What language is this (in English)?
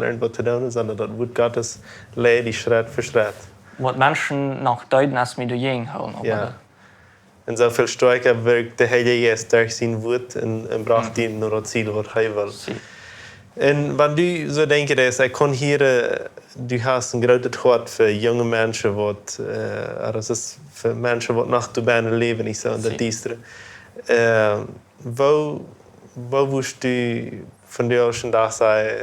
Plautdietsch